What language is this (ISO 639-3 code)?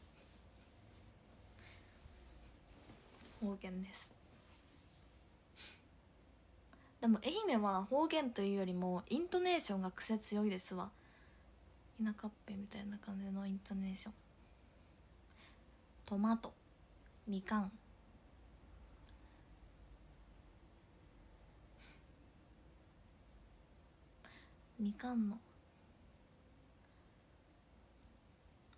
jpn